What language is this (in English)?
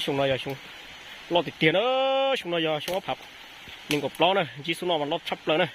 Hmong